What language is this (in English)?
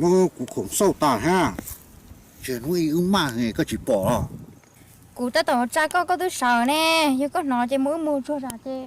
Hmong